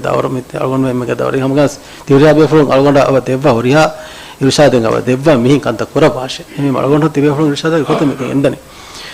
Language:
Divehi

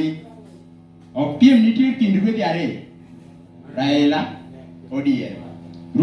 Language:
Luo (Kenya and Tanzania)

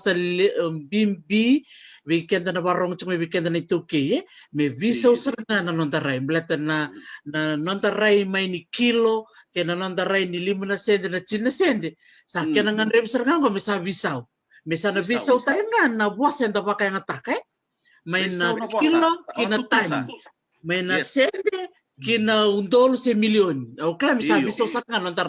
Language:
Fijian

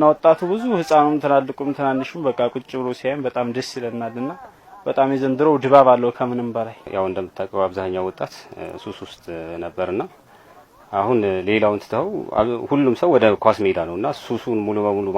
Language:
Amharic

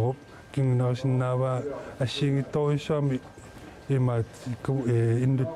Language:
Kalaallisut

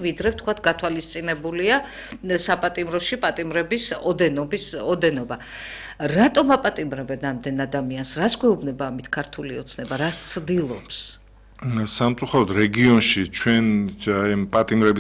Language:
Georgian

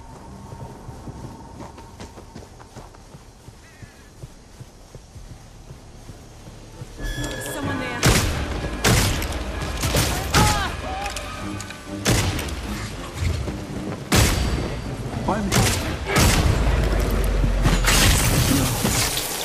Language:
English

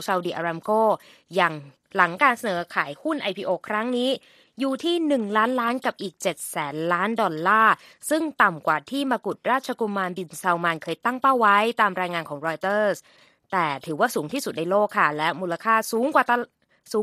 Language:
Thai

